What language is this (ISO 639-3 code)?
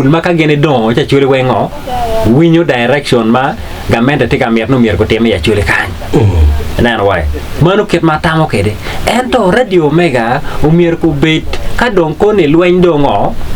ach